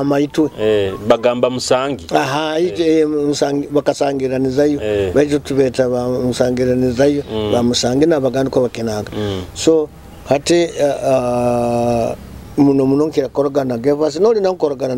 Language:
Nyoro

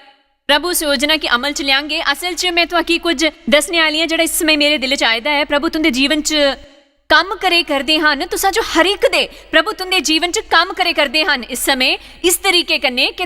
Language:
Dogri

